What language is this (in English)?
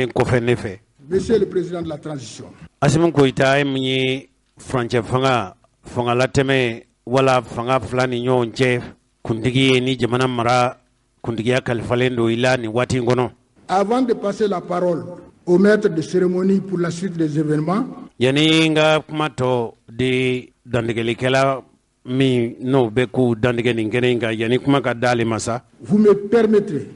Bambara